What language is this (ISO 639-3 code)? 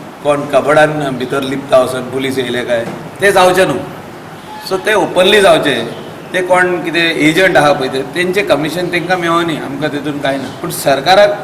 kok